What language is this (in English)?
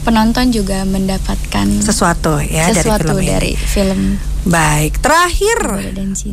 Indonesian